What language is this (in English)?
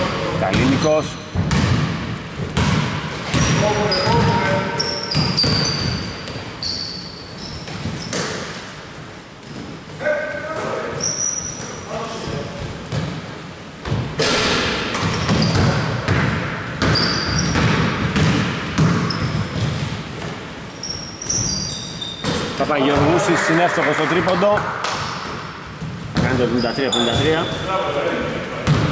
Greek